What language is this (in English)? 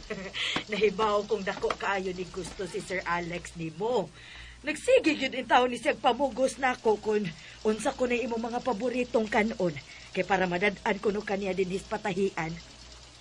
Cebuano